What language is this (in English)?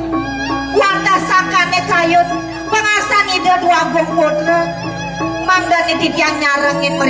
Balinese